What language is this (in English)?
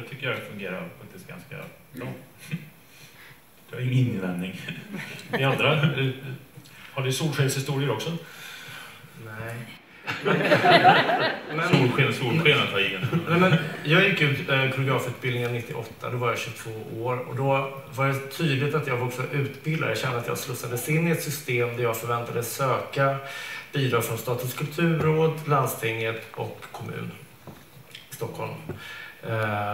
Swedish